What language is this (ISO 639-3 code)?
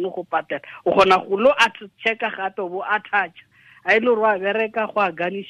tsn